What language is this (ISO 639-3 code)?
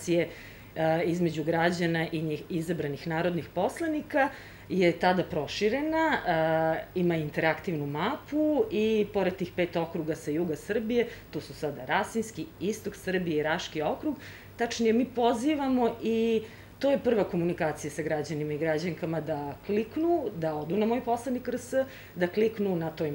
srp